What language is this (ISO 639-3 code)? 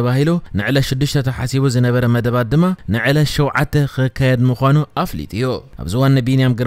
tir